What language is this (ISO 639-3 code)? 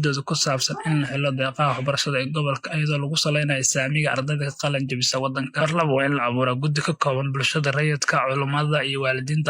som